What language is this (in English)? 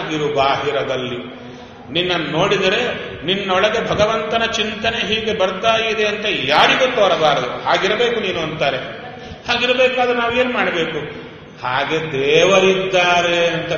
Kannada